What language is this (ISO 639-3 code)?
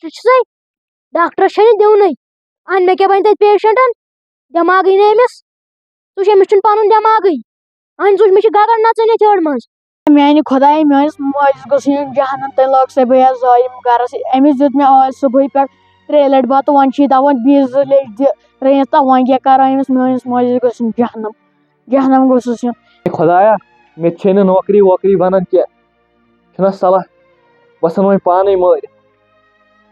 kas